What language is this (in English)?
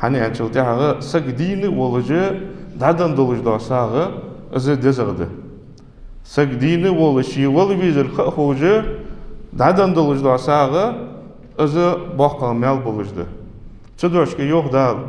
Ingush